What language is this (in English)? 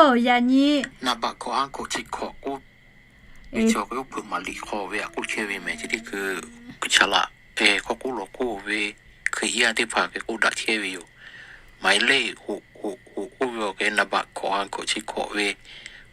Lahu